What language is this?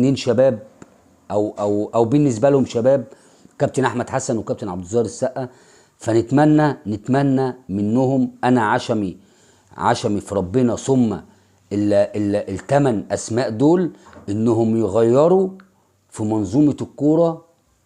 Egyptian Arabic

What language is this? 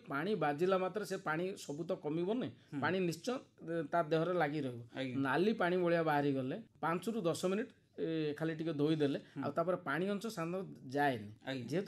Odia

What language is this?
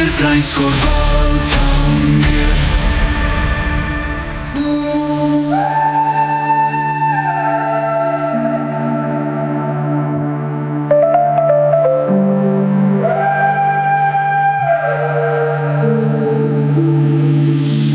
Icelandic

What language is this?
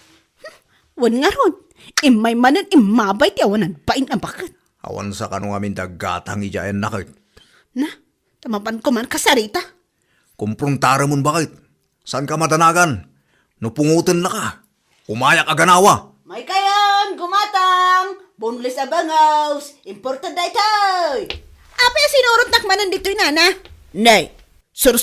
Iloko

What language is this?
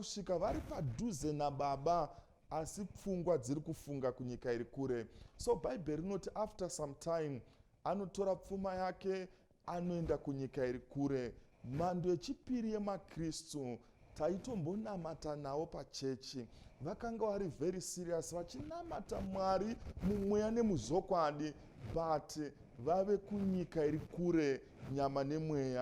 Shona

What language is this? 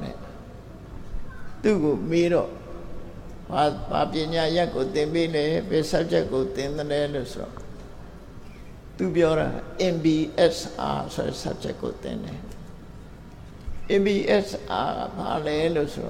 Burmese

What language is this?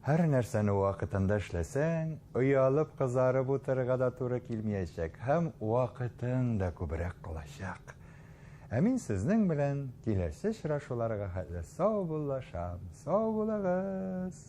Tatar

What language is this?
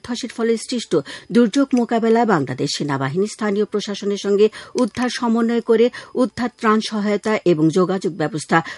Bangla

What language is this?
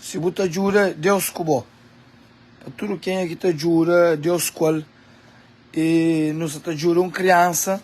Kabuverdianu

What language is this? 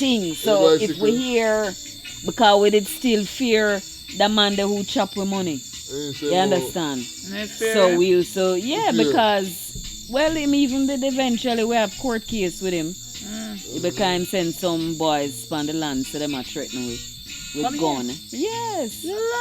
Jamaican Creole English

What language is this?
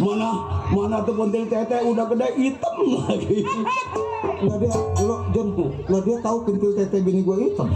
Betawi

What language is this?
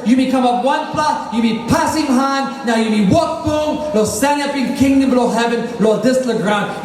Tok Pisin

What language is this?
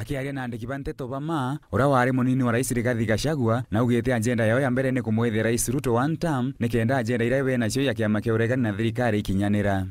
Meru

